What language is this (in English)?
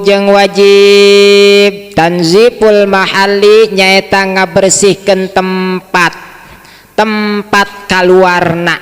Sundanese